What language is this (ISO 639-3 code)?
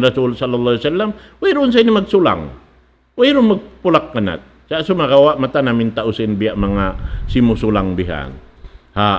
tsg